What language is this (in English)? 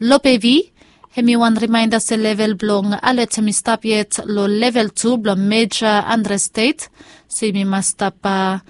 Bislama